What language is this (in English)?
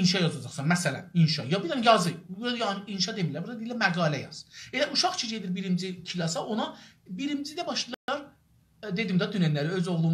South Azerbaijani